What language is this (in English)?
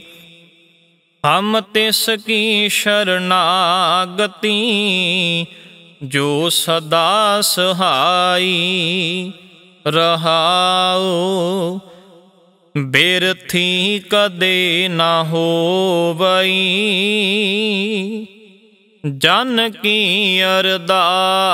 Punjabi